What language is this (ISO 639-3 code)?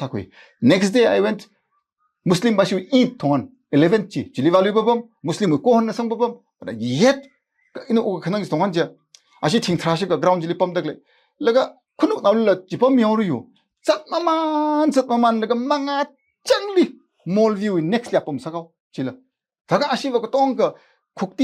nmf